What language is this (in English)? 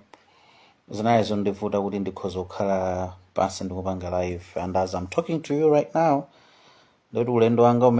Nyanja